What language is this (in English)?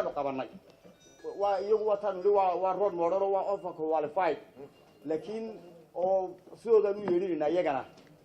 Somali